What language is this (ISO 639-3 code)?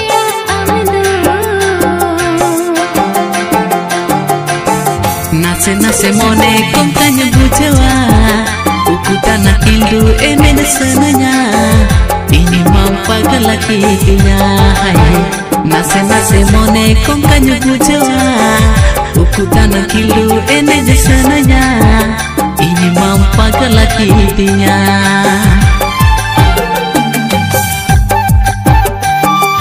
sat